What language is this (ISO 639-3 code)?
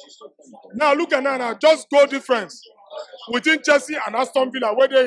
pcm